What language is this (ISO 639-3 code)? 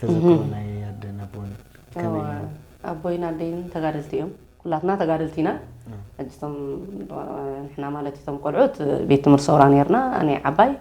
tir